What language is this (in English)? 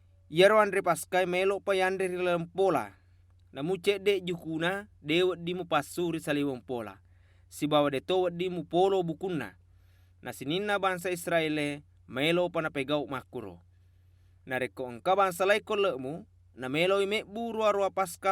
Buginese